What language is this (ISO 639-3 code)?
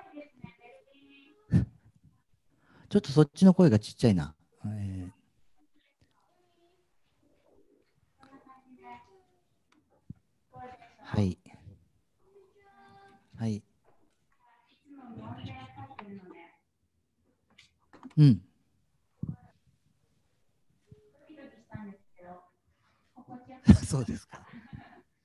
jpn